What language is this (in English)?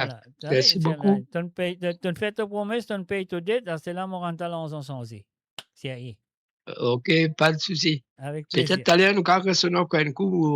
Morisyen